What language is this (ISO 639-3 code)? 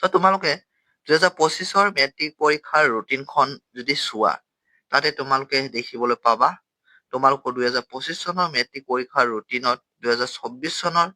asm